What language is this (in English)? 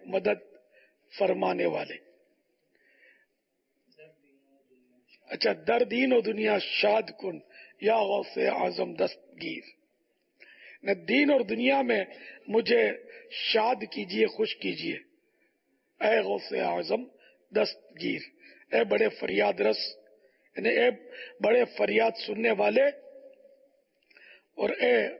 Urdu